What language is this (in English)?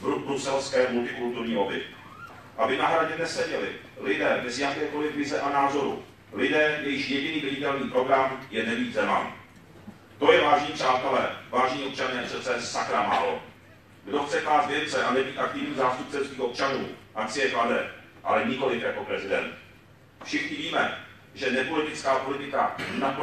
Czech